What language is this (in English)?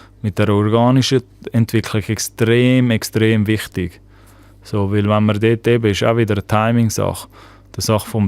Swiss German